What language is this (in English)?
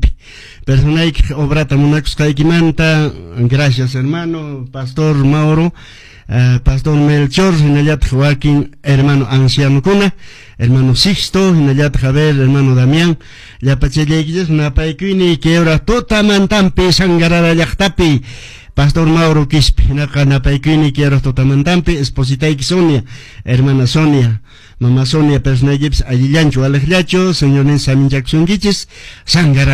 Quechua